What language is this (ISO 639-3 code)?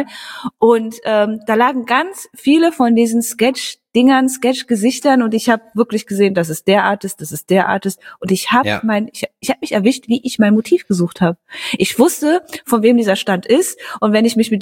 deu